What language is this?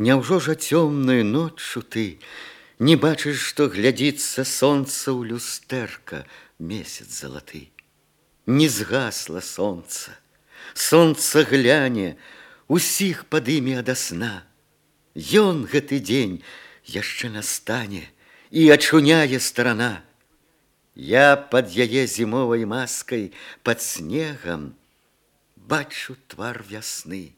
Belarusian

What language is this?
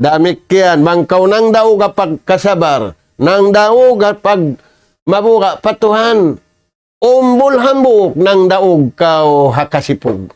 Tausug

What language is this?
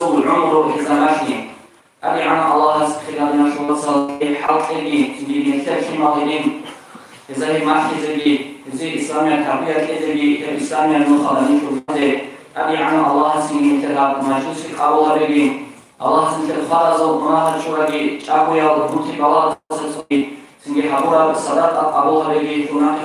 Avaric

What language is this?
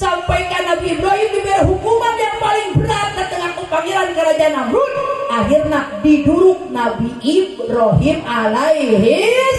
Sundanese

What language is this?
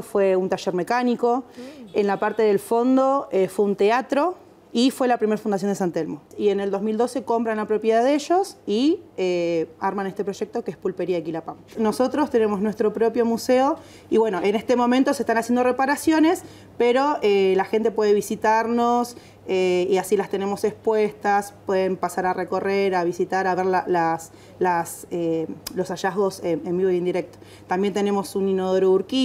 Spanish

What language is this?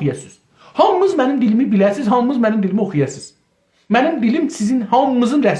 South Azerbaijani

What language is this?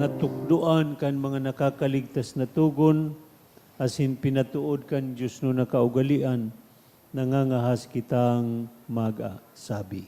Bikol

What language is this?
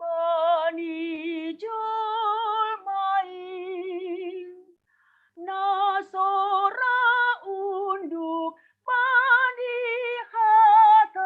Batak Simalungun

